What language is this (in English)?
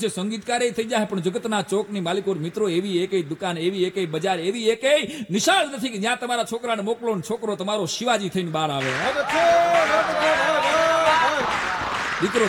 Gujarati